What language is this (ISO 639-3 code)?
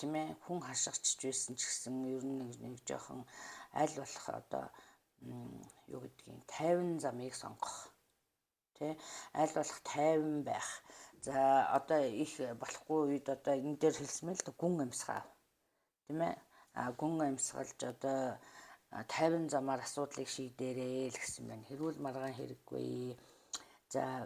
mon